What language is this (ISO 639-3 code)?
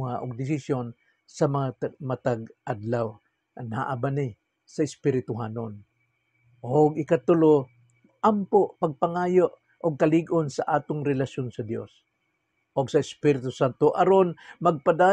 ceb